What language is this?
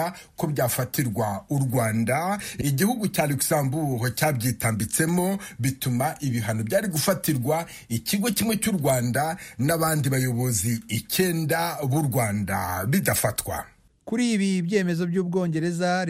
Kinyarwanda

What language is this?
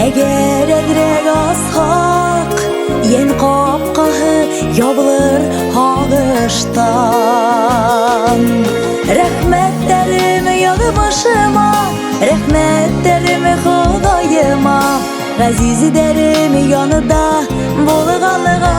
Bashkir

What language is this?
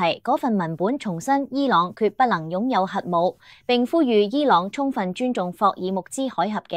Cantonese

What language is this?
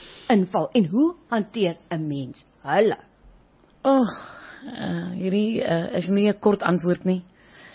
Afrikaans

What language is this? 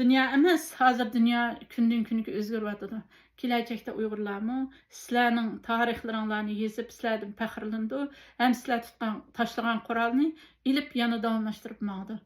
Uyghur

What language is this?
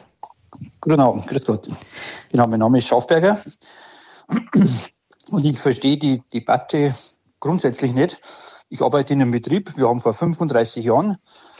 German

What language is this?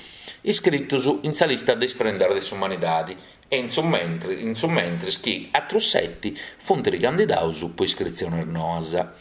Sardinian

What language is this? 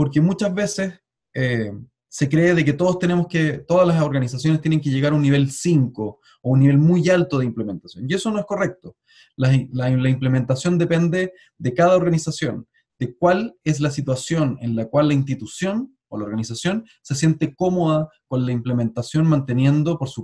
Spanish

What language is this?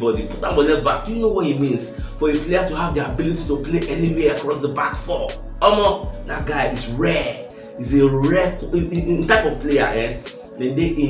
Nigerian Pidgin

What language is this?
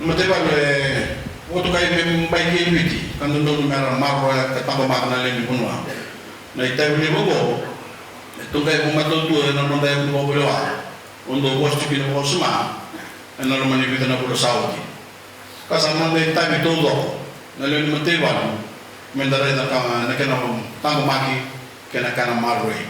Fijian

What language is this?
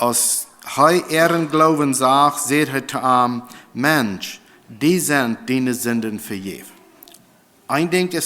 Plautdietsch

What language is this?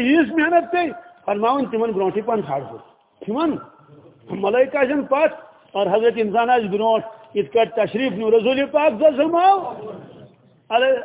Kashmiri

